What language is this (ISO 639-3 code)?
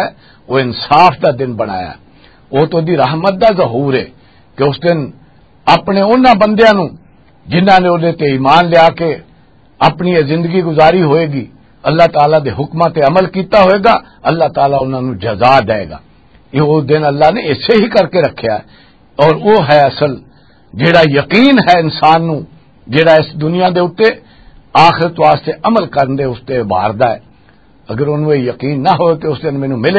lah